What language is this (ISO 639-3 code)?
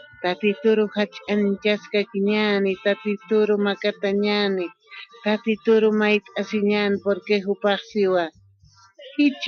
aym